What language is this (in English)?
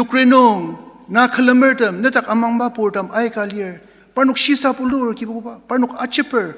Ao Naga